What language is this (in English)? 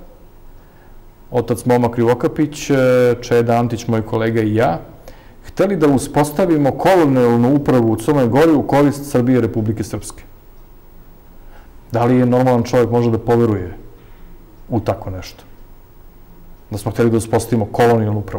Serbian